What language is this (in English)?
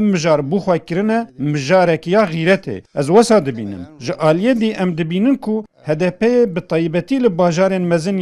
Kurdish